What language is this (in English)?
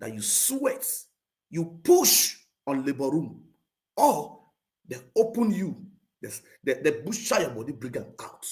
Nigerian Pidgin